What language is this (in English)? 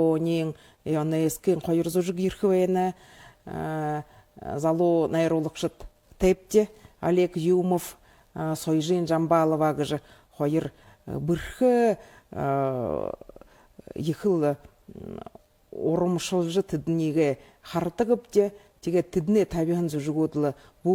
Buriat